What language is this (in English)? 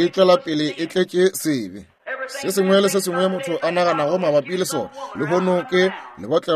Northern Sotho